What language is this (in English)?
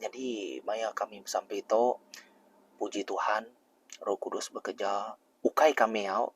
Iban